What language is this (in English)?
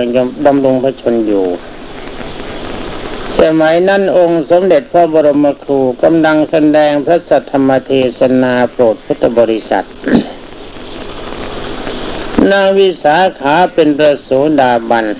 Thai